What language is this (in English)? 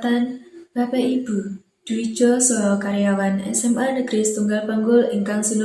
Javanese